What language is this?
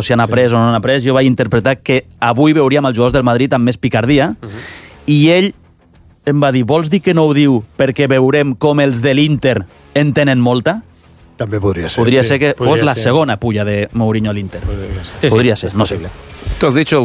Catalan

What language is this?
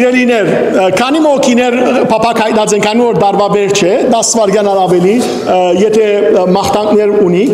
Western Armenian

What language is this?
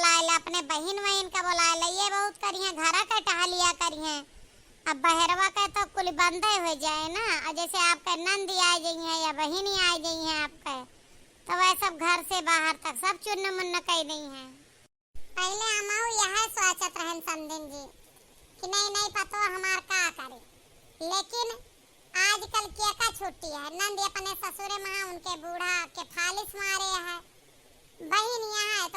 Awadhi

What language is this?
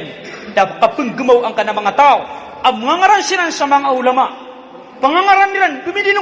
Maranao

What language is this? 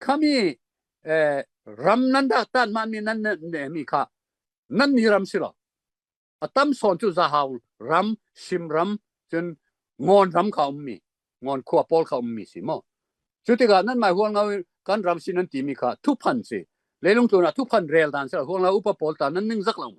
Falam Chin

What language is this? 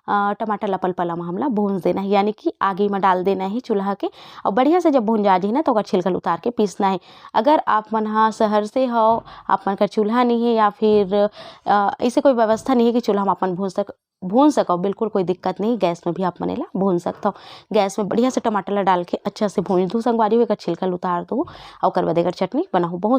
Chhattisgarhi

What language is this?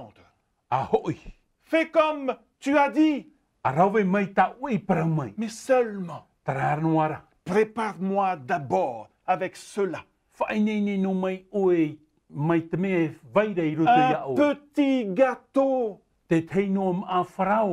Tahitian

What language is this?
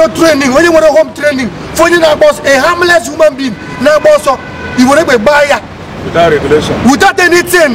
Igbo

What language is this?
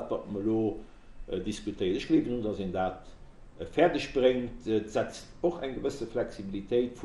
Luxembourgish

